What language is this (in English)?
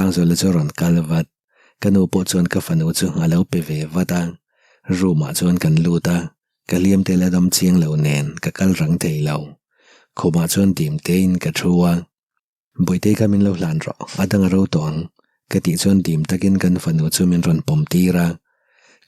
Mizo